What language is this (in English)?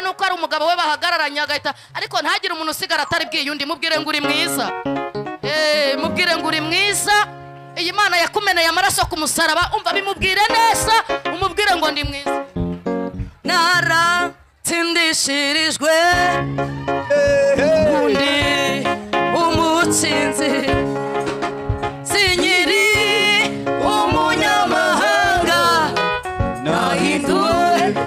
Kinyarwanda